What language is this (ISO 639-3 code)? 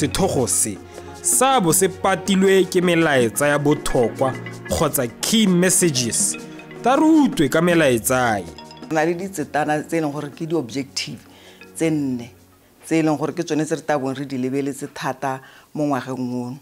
tsn